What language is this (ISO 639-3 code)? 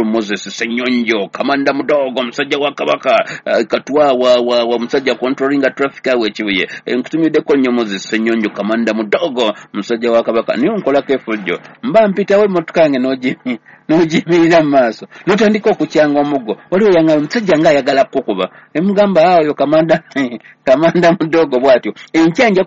lug